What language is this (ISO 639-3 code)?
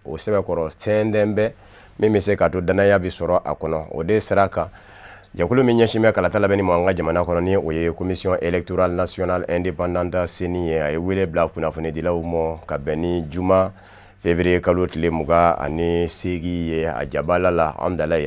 bam